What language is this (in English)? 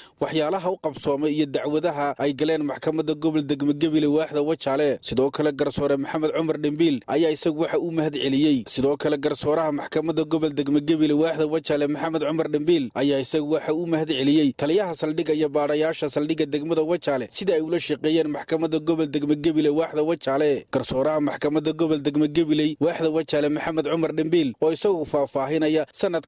Somali